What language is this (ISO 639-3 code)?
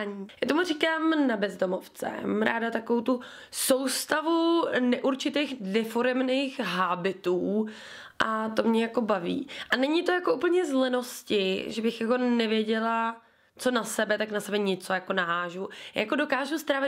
ces